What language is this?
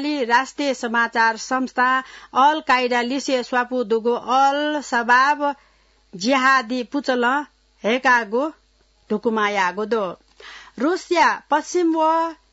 Newari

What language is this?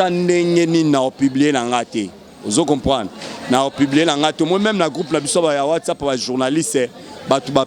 Lingala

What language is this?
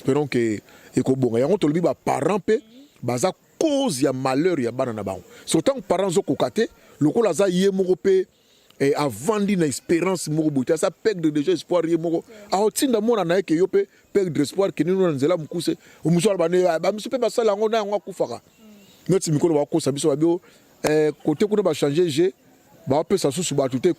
Lingala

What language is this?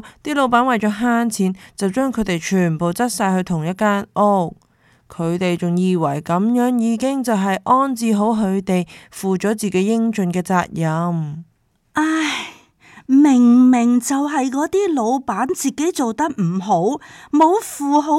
Cantonese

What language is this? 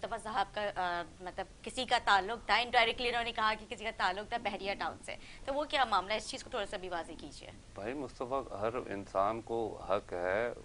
Urdu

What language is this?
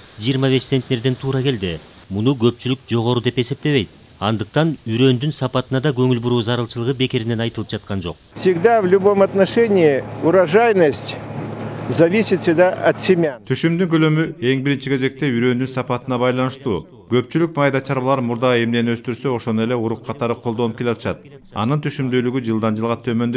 Kyrgyz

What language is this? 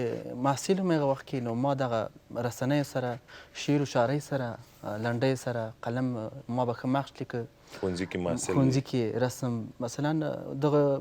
Pashto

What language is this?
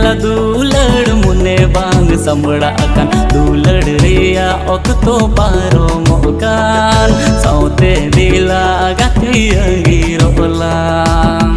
Santali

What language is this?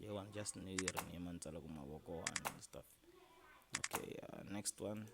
Tsonga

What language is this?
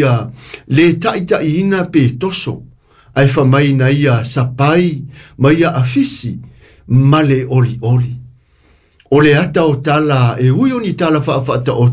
Samoan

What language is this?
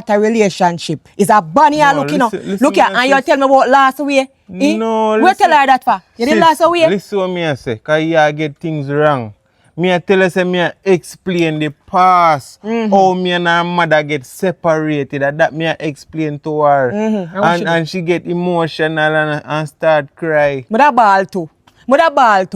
Jamaican Creole English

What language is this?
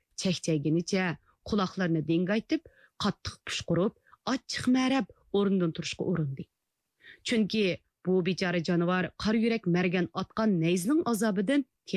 Uyghur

